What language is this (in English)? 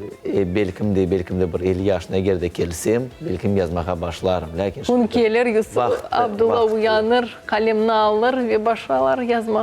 Crimean Tatar